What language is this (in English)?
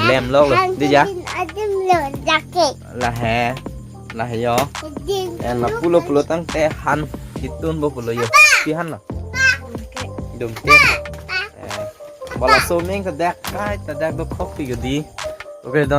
Karbi